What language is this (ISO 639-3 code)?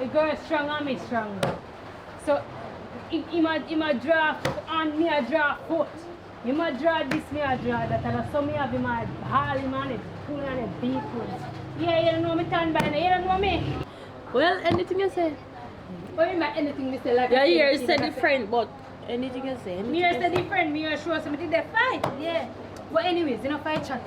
jam